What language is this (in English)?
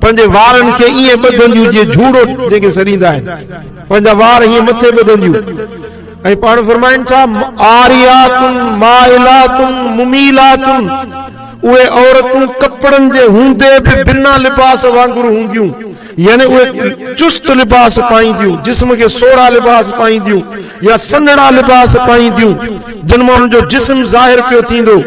Sindhi